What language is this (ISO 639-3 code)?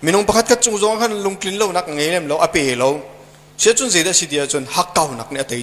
cnh